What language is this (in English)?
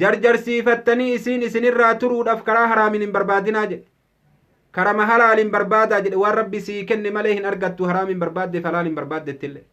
Oromo